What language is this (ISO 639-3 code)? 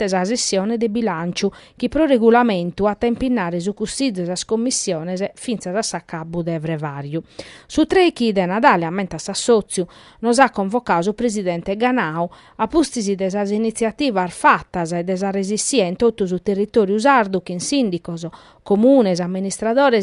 srd